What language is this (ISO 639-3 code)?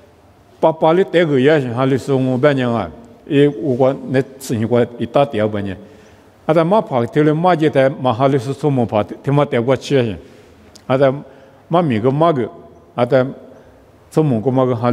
lis